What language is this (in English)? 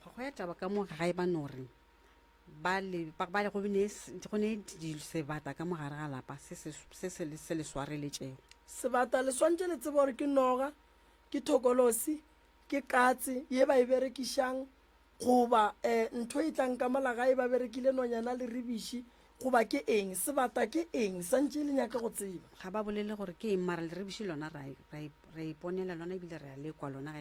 Northern Sotho